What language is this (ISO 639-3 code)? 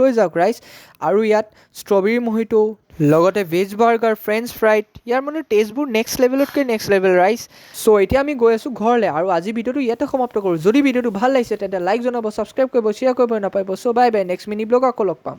asm